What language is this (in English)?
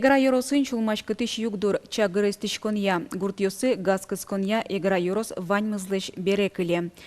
Udmurt